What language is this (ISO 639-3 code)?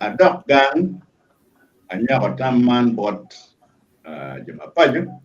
ach